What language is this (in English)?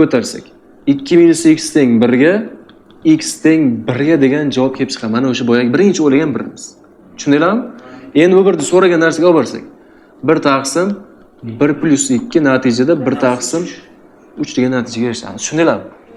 Uzbek